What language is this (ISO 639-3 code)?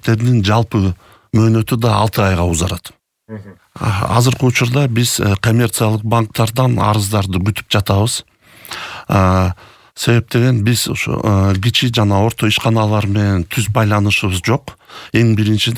kir